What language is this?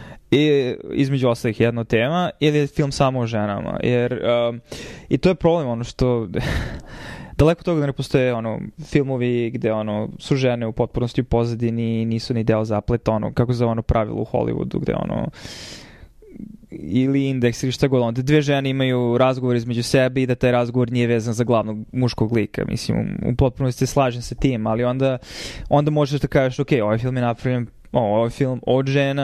Serbian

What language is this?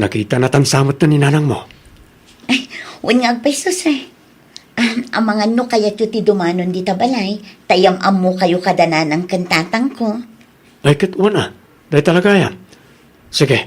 Iloko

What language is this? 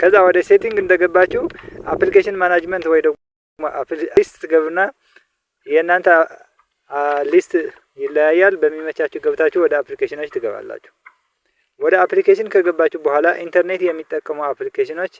Amharic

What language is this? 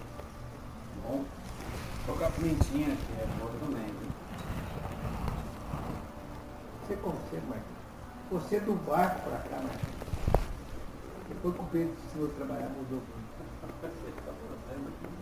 Portuguese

